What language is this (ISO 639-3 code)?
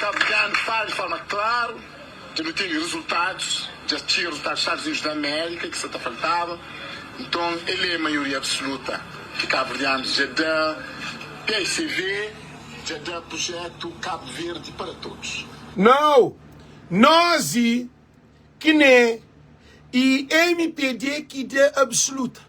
kea